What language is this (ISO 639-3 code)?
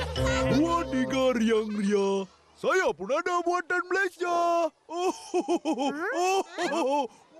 msa